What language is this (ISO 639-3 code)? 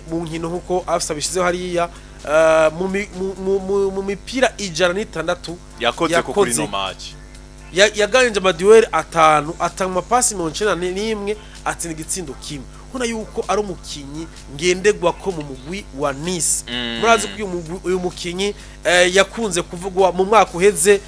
run